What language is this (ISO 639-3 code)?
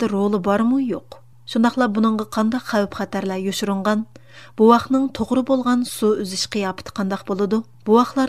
uig